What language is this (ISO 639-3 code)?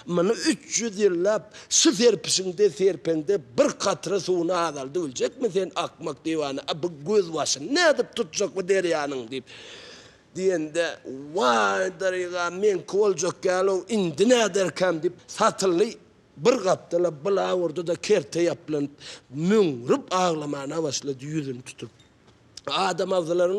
tuk